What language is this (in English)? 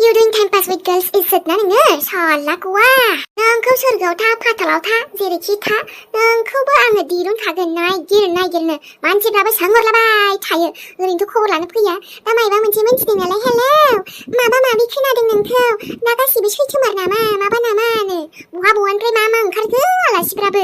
Bodo